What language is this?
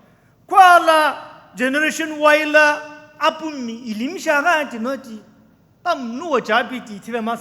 Sumi Naga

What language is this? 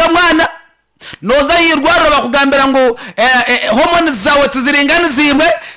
Nyankole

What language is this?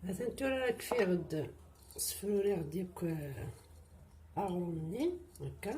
Kabyle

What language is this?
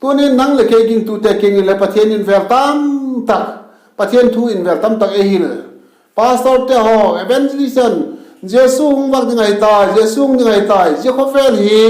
Vaiphei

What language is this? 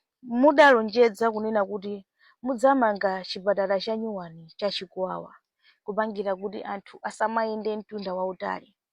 Nyanja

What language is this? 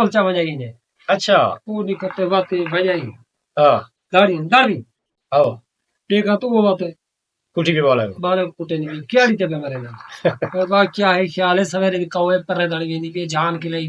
Saraiki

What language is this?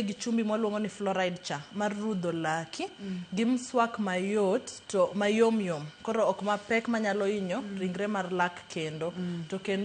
Luo (Kenya and Tanzania)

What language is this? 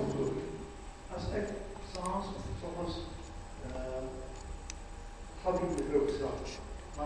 Afrikaans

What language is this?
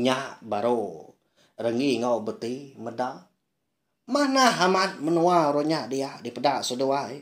Iban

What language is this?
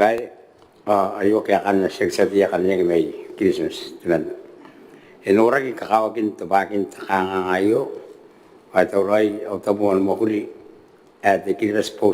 Gilbertese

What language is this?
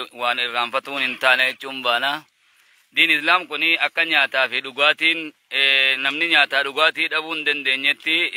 Oromo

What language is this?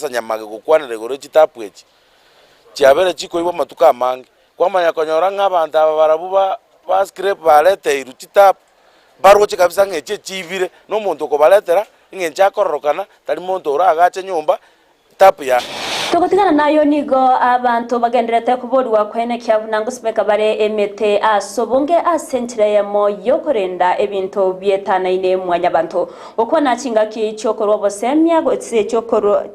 Gusii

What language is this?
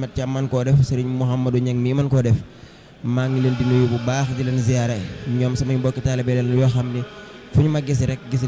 Wolof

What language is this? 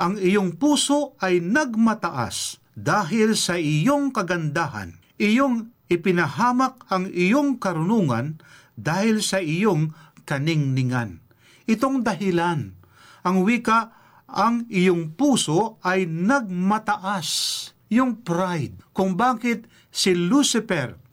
Filipino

